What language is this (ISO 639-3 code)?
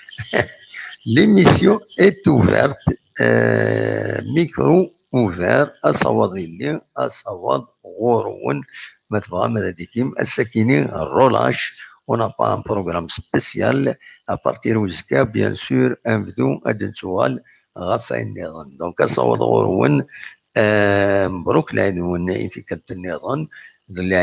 kab